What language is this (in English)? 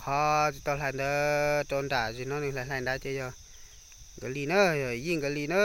Hmong